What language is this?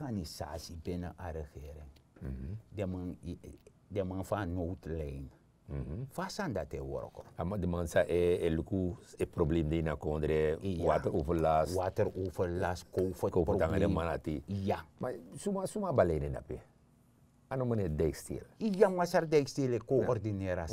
Sranan Tongo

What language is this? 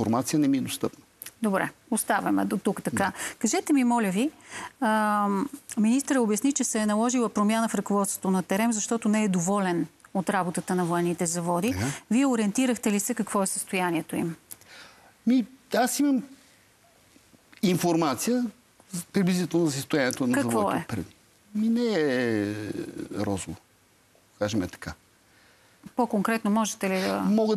Bulgarian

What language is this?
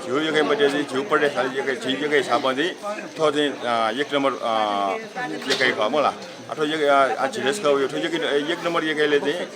Newari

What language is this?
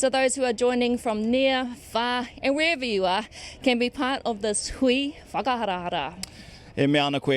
Māori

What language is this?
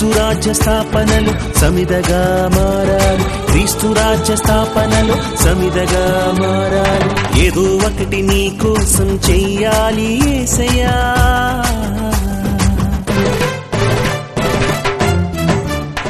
Telugu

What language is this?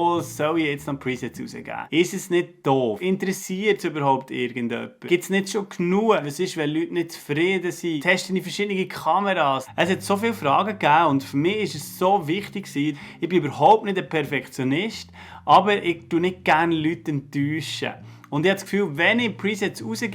Swiss German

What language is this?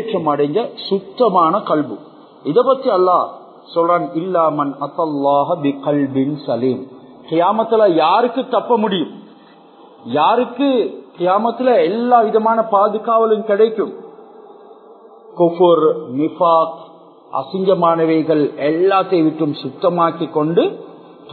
Tamil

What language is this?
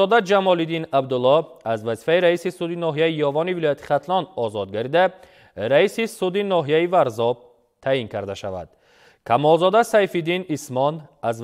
Tajik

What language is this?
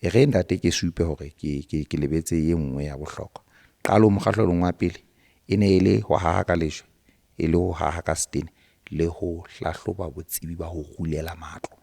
Southern Sotho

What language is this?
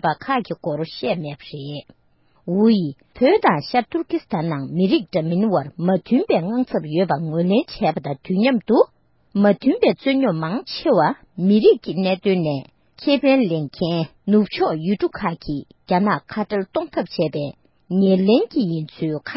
Tibetan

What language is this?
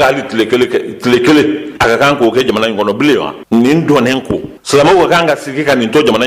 Bambara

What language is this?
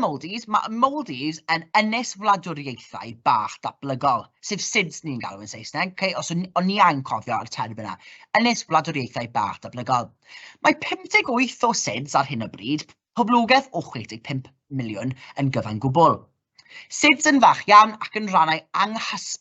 Welsh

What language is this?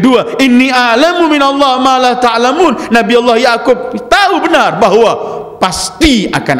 Indonesian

